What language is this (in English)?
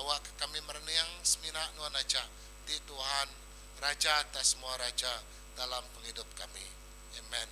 Iban